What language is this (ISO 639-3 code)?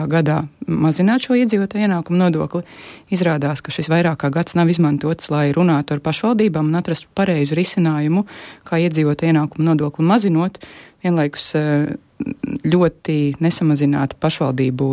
lav